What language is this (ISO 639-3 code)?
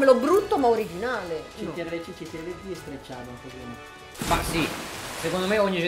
ita